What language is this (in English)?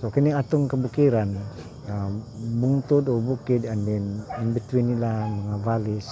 Cebuano